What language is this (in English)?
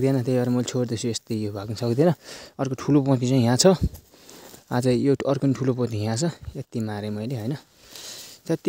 Nepali